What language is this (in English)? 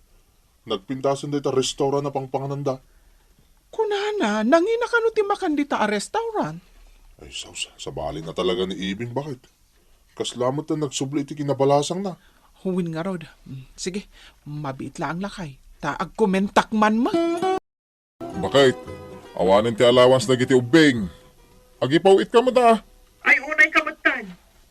Iloko